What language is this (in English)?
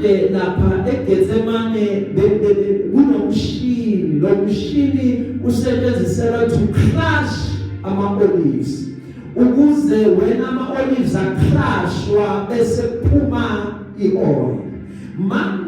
Zulu